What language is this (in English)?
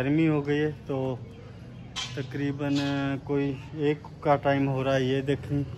Hindi